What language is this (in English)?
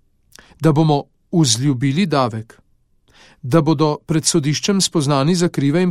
Slovenian